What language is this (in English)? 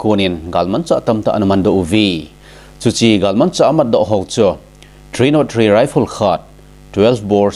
Thado Chin